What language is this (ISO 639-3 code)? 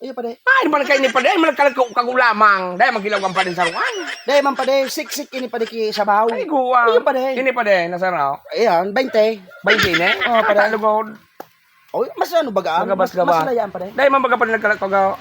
bik